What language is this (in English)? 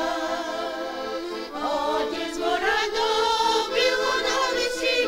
Bulgarian